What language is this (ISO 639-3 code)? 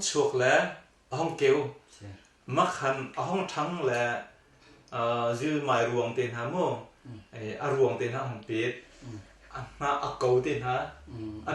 cnh